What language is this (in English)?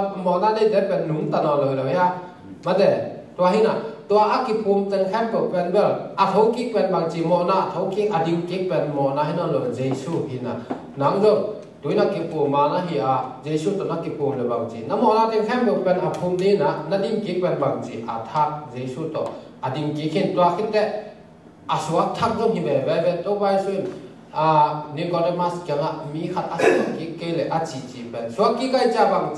Tedim Chin